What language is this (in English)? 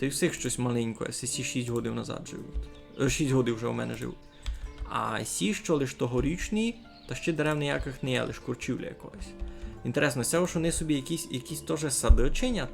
Rusyn